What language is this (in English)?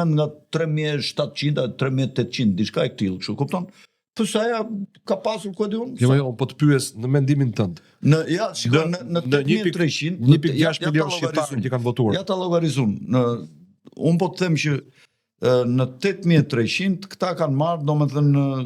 Albanian